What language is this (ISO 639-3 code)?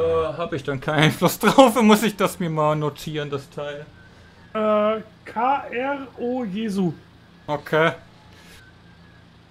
deu